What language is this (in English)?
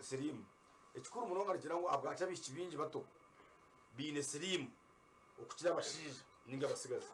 Nyankole